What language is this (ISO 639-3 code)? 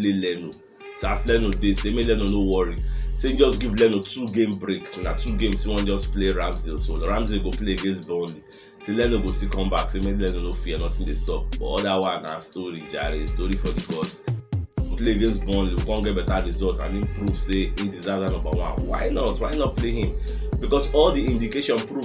pcm